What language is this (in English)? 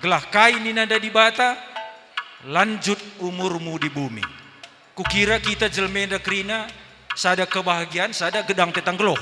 Batak Karo